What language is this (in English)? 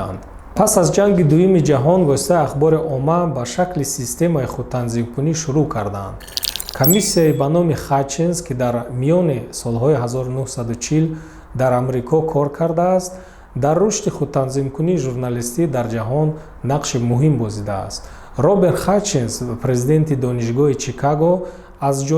Tajik